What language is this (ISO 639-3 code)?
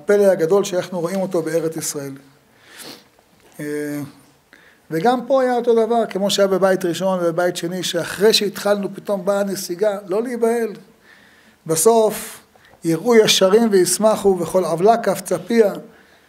heb